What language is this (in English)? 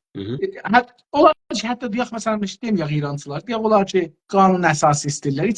South Azerbaijani